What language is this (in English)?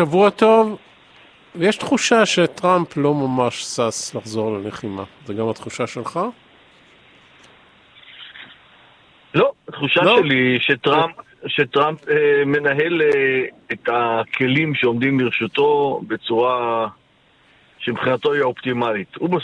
Hebrew